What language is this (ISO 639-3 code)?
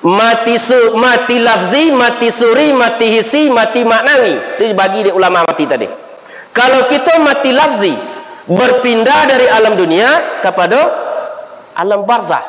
min